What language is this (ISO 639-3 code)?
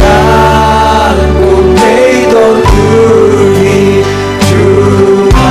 ctd